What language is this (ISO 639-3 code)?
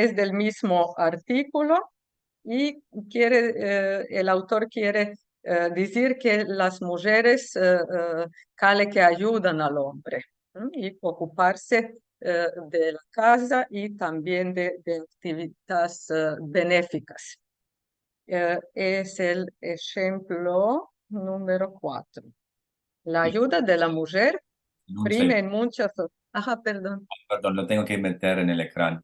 lad